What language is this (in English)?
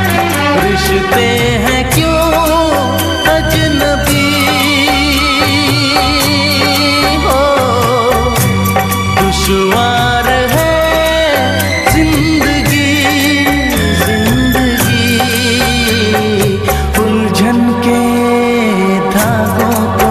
Hindi